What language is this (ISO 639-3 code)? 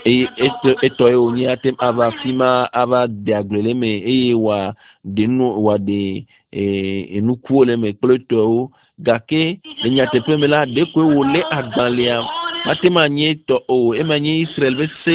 ewe